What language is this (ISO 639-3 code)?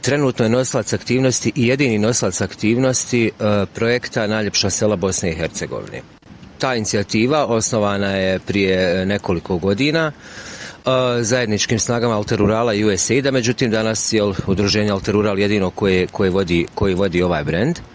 bos